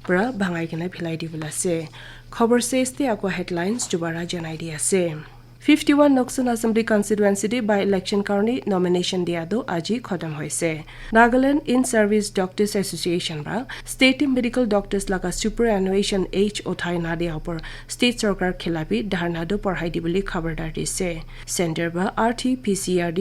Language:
Naga Pidgin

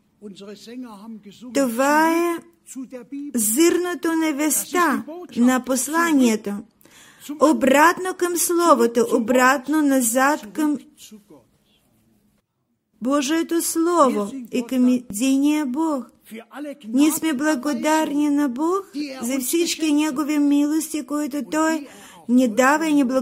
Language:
Bulgarian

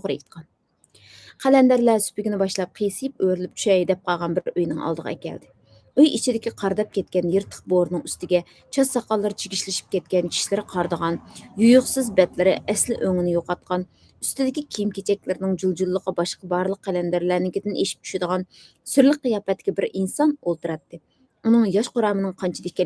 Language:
Uyghur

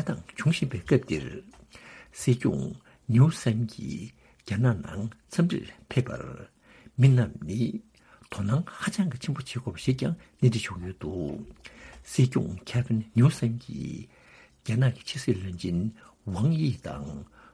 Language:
Tibetan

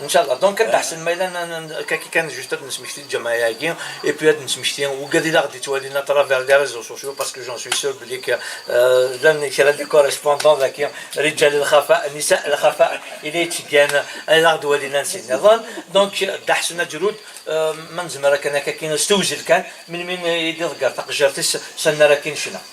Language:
Kabyle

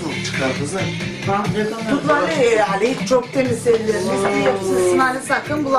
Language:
Turkish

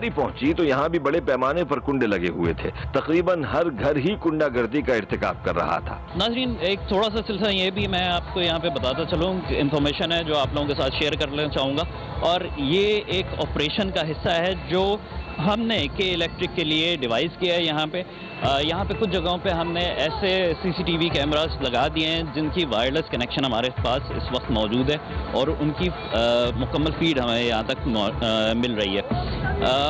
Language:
Urdu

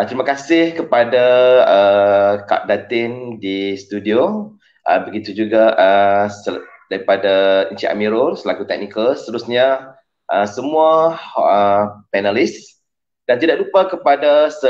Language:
Malay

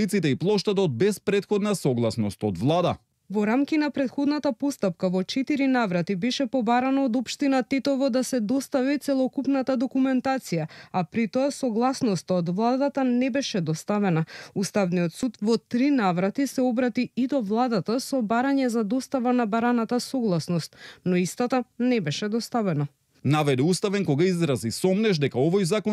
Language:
Macedonian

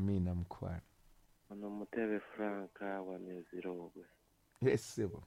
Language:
Ganda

